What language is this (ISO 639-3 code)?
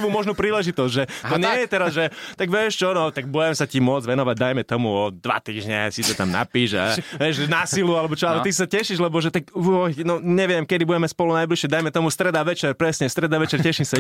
slk